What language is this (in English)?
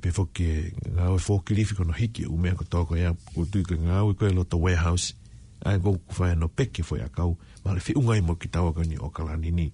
Tongan